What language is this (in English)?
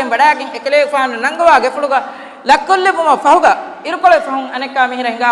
Divehi